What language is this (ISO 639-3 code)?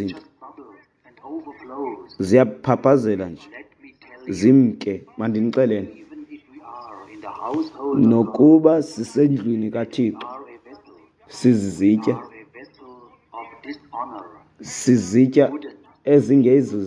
xho